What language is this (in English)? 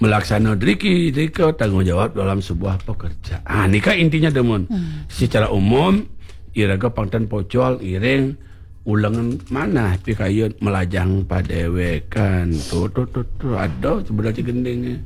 Balinese